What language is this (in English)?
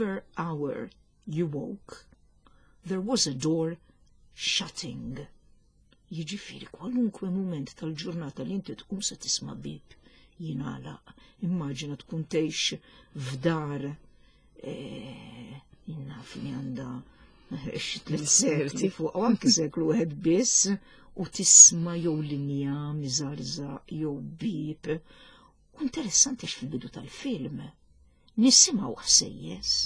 Maltese